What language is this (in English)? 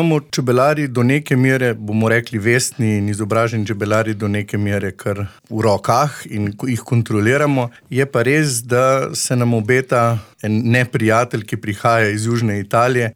Slovenian